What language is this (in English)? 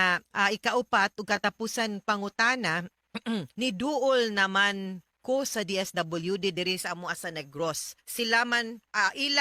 Cebuano